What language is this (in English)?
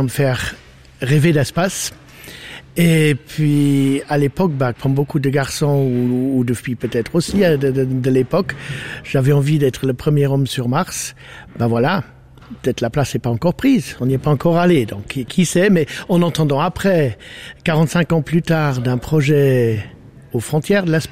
French